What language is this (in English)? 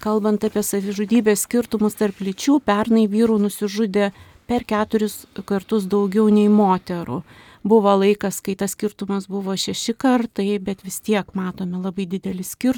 Lithuanian